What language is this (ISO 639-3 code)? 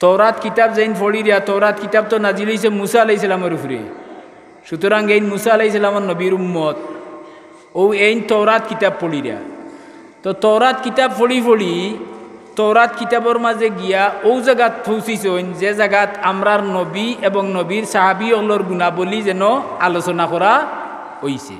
syl